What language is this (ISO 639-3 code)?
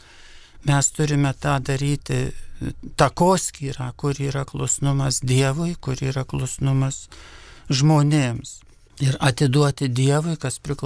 lit